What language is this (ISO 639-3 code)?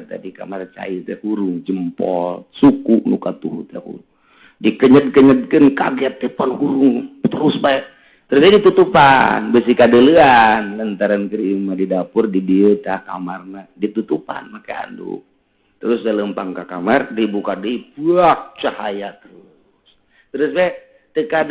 sun